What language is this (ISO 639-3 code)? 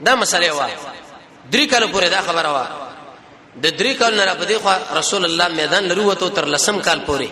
pus